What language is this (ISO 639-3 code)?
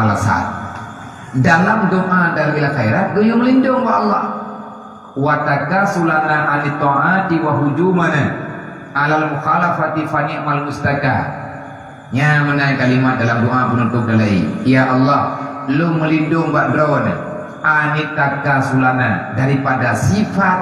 ace